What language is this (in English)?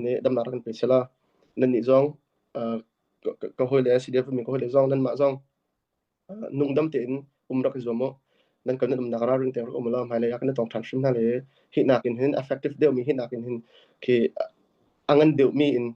Hakha Chin